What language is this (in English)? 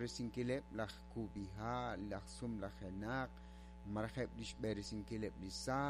Kekchí